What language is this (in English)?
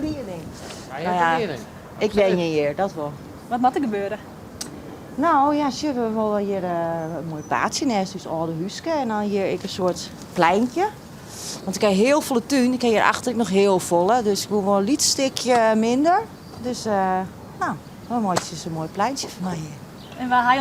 Western Frisian